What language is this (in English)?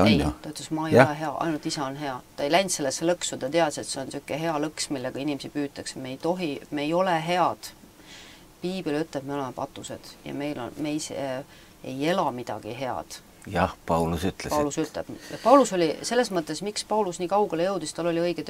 Estonian